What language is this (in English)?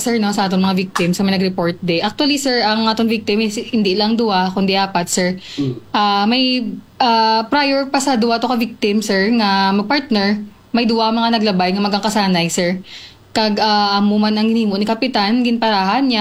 Hiligaynon